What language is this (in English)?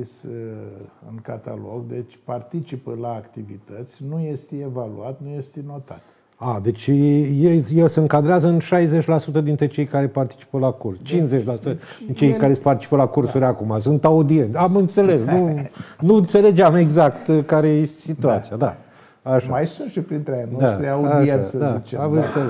Romanian